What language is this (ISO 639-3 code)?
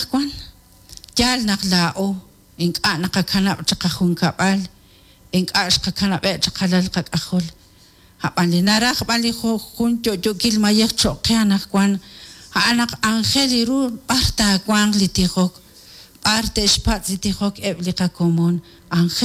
kek